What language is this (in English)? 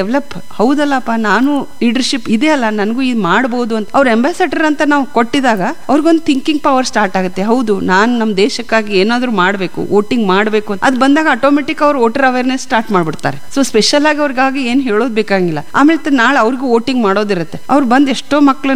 Kannada